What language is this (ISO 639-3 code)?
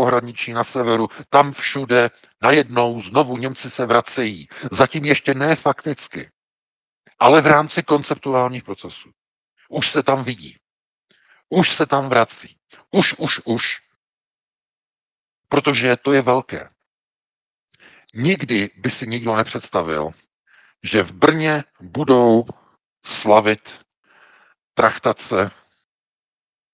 ces